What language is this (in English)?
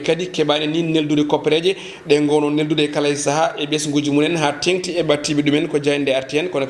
Fula